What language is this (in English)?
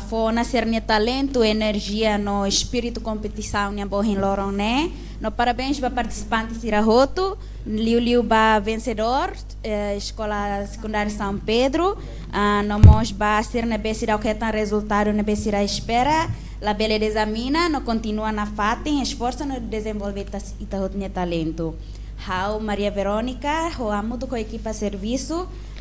Tetum